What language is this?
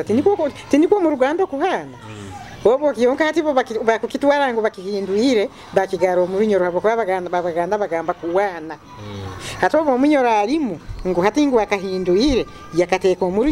Nyoro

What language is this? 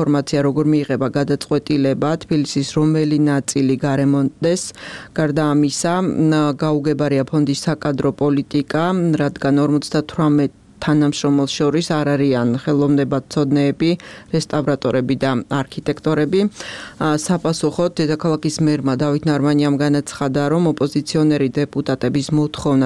Georgian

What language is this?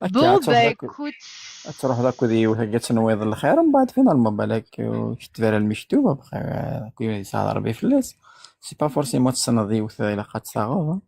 Kabyle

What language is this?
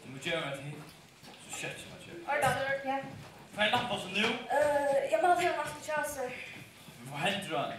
Faroese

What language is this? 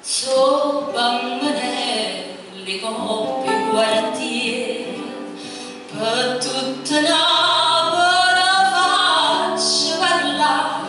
Neapolitan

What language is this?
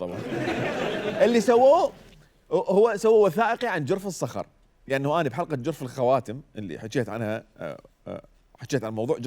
Mesopotamian Arabic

